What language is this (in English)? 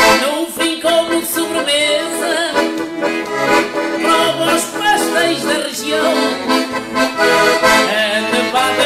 Portuguese